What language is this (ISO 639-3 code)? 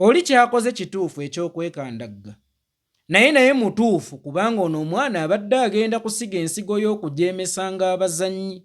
lug